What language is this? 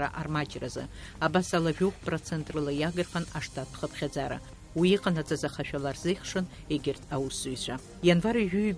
Abkhazian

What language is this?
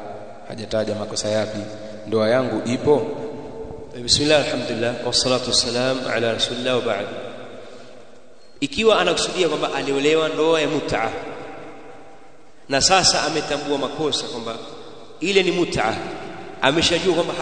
Swahili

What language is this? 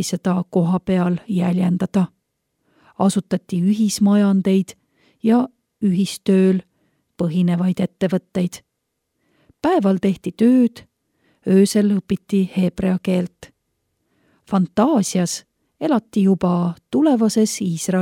Estonian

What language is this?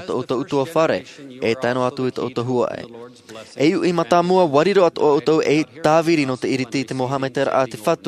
Tahitian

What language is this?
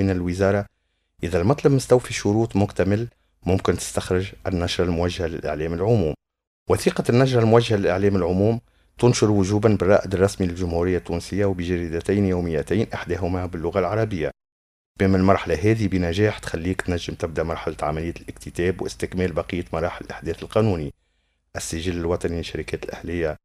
Tunisian Arabic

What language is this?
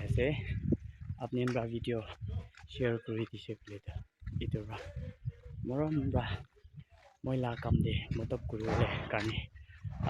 Naga Pidgin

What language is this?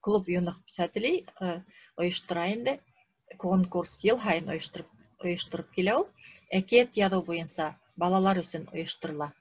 Bashkir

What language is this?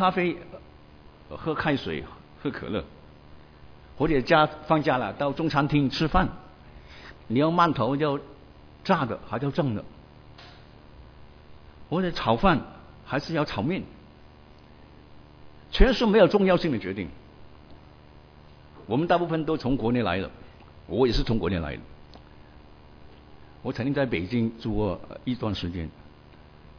Chinese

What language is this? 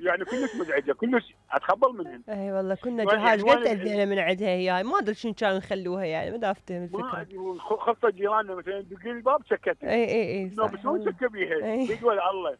Mesopotamian Arabic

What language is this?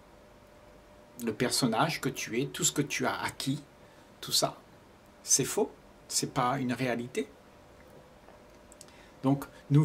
French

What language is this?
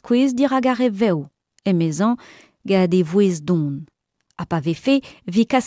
Breton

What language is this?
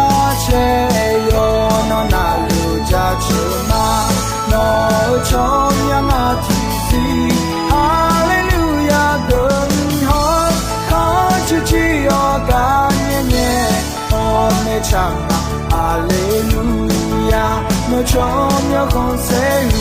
Akha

